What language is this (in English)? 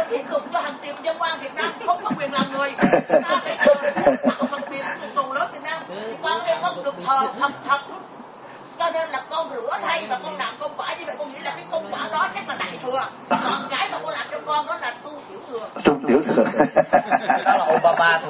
Vietnamese